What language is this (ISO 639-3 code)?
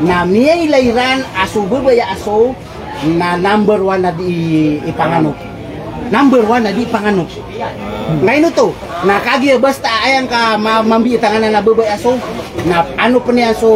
mrw